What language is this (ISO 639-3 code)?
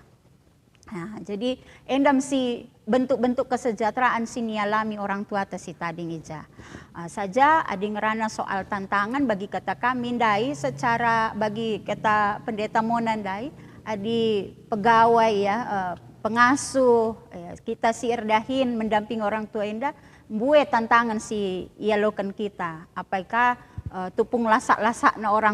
btx